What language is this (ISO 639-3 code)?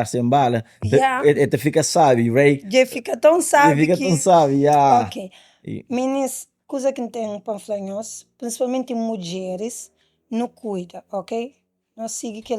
kea